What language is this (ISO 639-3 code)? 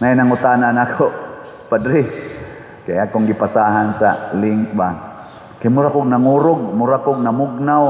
ceb